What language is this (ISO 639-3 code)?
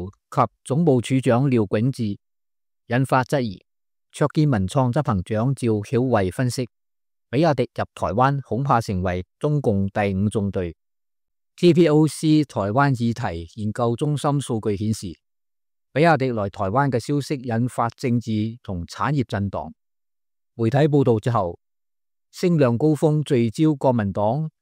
yue